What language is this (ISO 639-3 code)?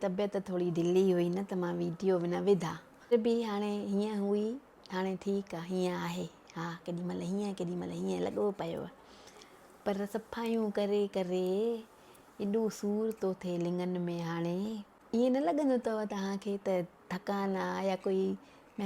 snd